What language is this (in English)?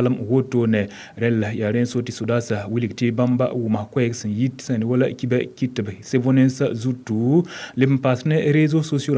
Mossi